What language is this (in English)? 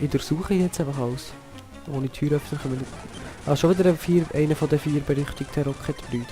Swiss German